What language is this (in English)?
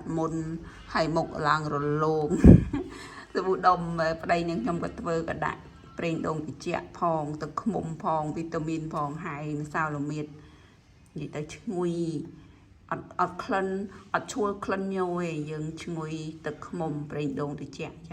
Khmer